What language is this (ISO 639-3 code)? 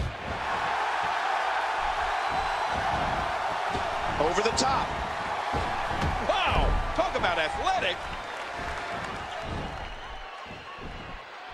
rus